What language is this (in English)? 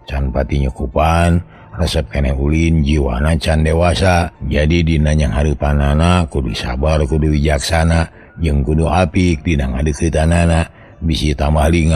Sundanese